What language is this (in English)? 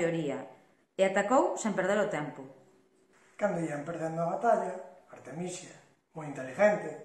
Galician